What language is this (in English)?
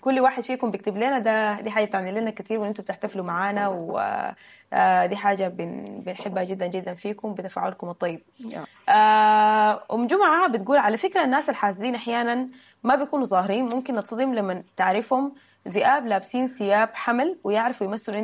Sudanese Arabic